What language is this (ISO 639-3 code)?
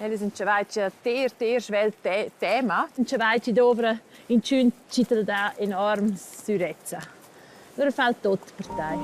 roh